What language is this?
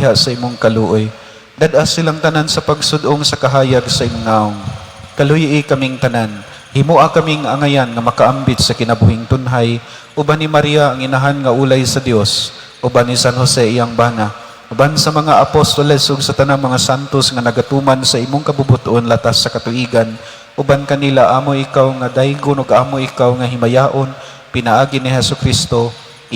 Cebuano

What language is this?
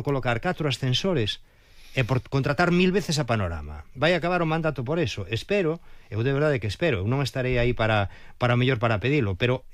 Galician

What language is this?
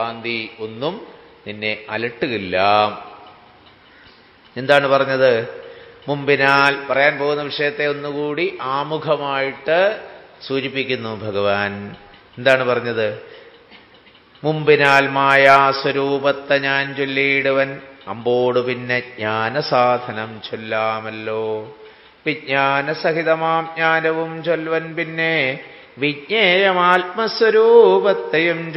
Malayalam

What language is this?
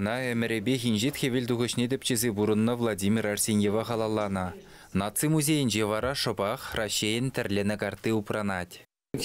Chuvash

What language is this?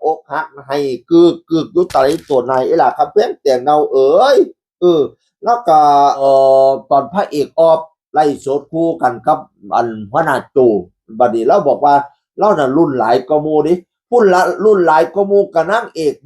Northeastern Thai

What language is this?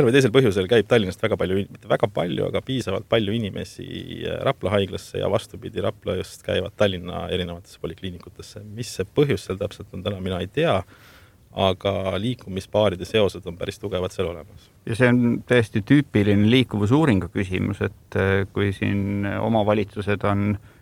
Estonian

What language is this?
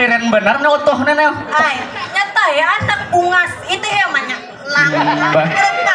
Banjar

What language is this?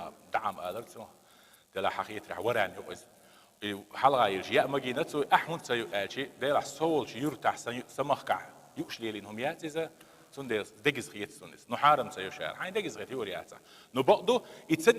Chechen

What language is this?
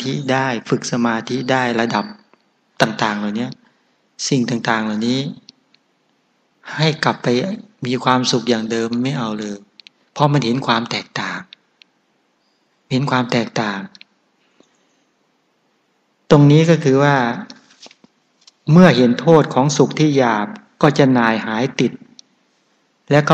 Thai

